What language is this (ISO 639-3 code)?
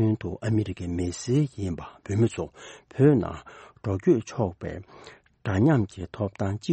bod